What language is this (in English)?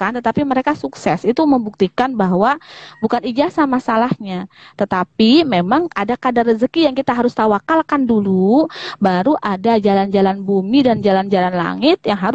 Indonesian